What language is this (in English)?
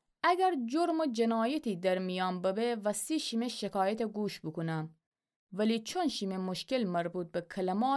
Gilaki